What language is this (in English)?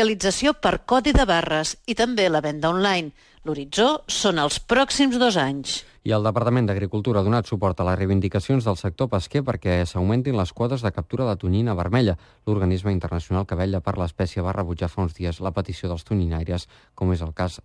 Catalan